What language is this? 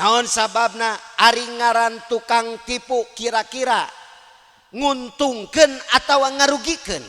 Sundanese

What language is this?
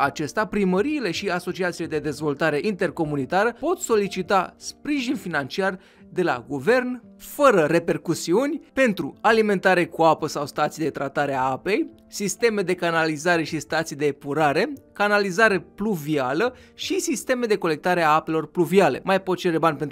Romanian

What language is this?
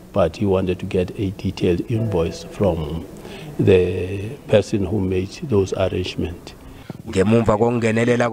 Zulu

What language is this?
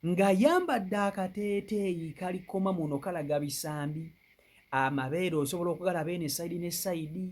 Ganda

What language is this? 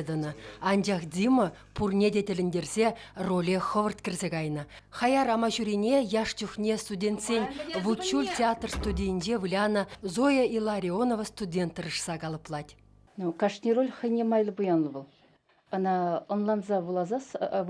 Chuvash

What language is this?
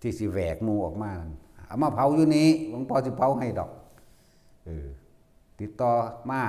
Lao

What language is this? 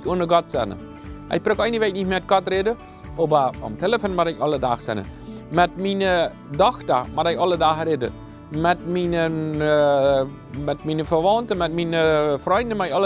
Plautdietsch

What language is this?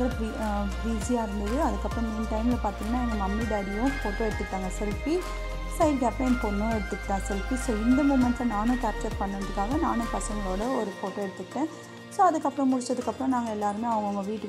Tamil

